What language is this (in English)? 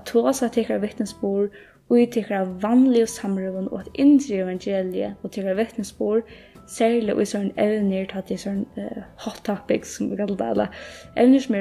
Faroese